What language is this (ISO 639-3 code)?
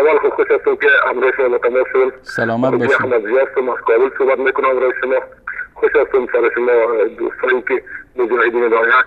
fas